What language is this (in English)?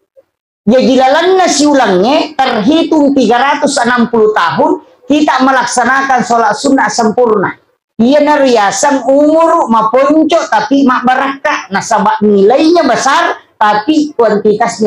Buginese